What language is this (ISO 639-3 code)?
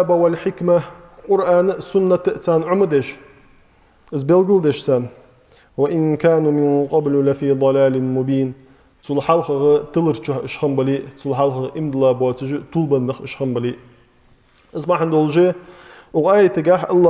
inh